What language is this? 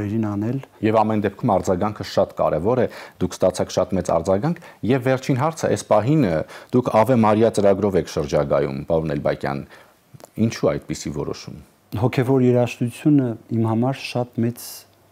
Armenian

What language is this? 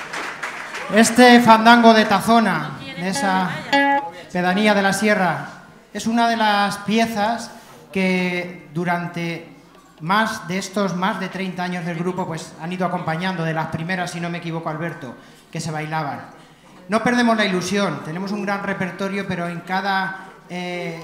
Spanish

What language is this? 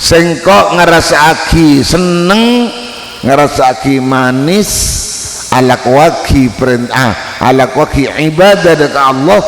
Madurese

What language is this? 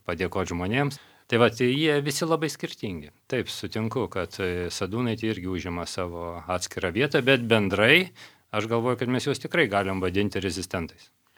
Lithuanian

